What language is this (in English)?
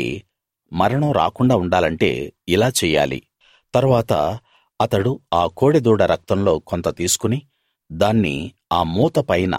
Telugu